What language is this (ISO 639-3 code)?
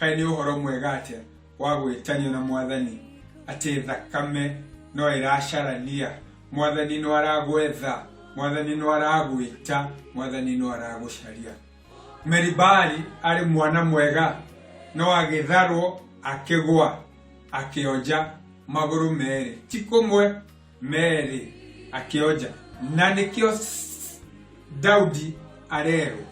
kik